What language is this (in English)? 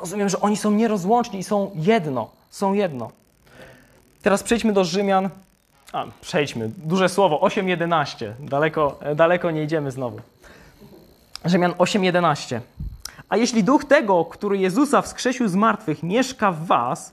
Polish